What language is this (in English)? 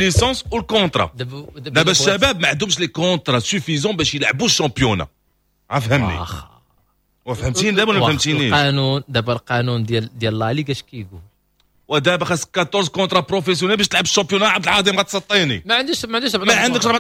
Moroccan Arabic